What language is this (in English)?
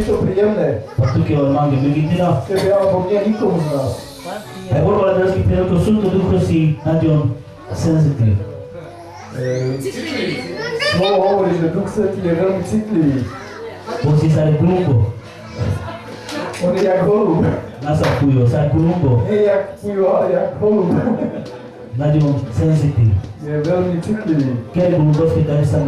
Slovak